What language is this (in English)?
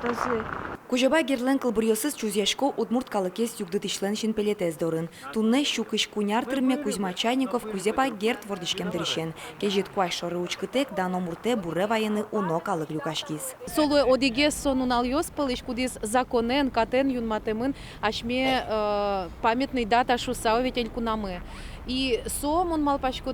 Udmurt